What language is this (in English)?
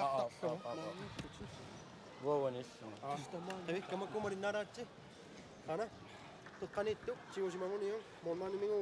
Kalaallisut